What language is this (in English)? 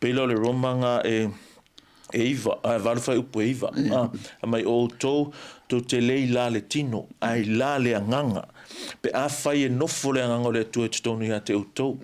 Samoan